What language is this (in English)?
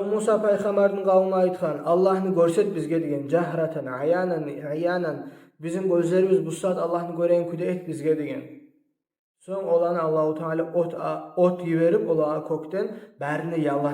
Kumyk